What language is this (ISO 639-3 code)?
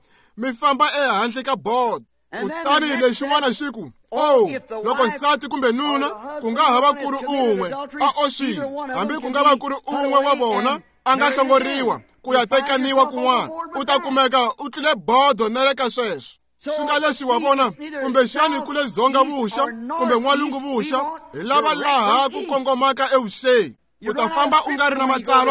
tso